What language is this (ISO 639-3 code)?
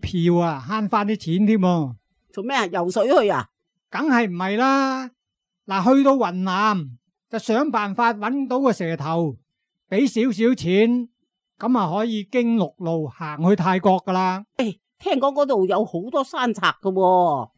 yue